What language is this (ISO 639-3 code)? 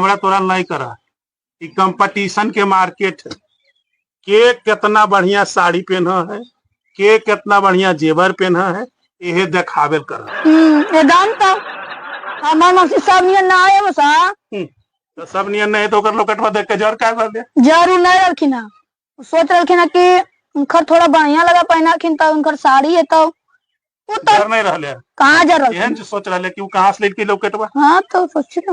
mag